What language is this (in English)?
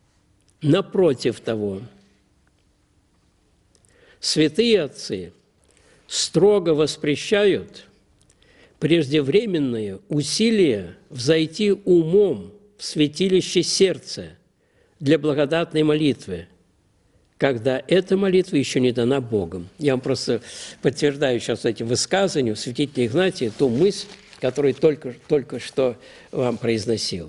Russian